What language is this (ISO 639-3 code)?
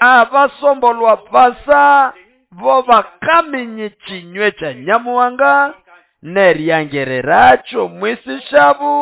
nnb